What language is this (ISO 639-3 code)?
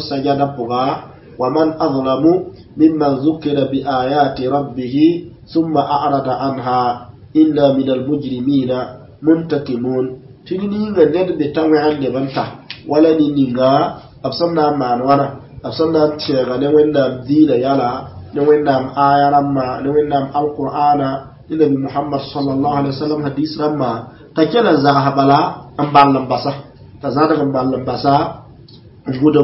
mos